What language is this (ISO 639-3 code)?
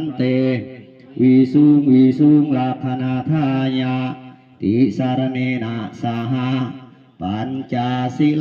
lao